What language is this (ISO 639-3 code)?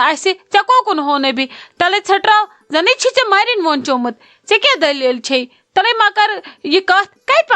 kas